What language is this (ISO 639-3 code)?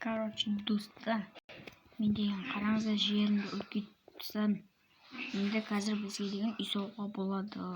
kaz